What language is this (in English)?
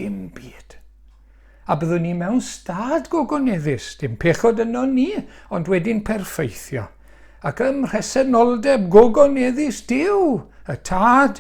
Welsh